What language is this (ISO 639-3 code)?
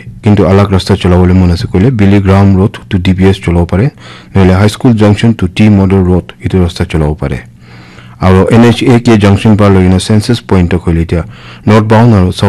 nag